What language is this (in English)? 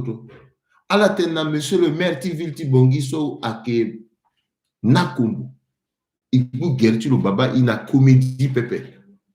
Sango